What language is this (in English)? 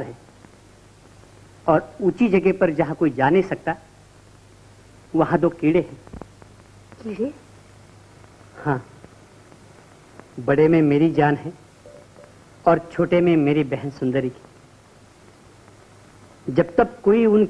Hindi